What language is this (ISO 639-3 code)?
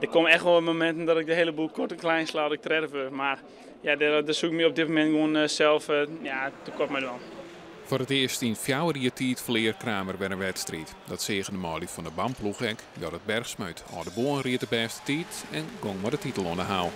fry